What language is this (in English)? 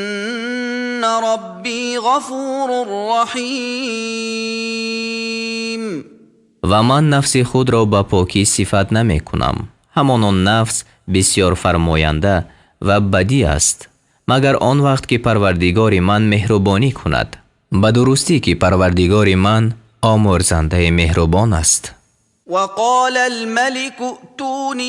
Tajik